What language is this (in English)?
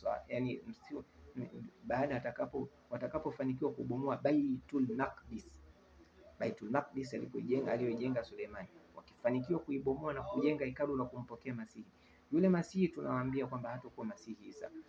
Swahili